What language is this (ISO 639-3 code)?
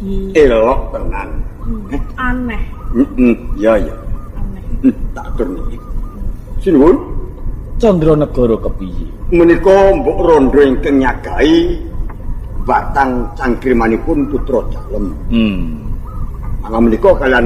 jav